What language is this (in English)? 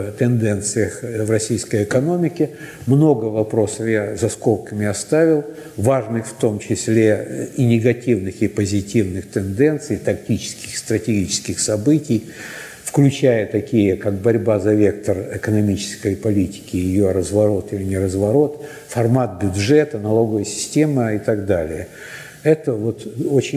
Russian